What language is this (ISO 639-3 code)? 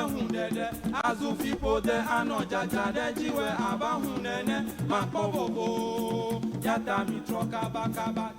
ewe